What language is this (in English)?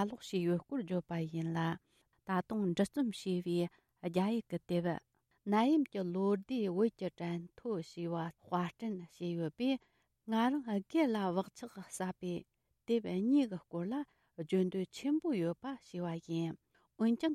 Tibetan